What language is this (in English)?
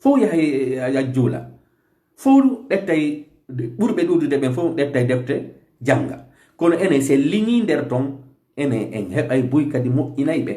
Fula